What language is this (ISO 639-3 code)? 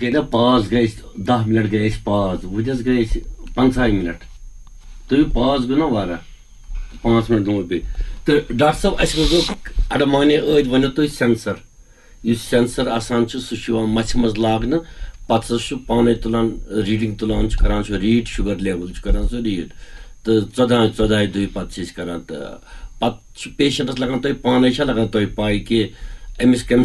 kas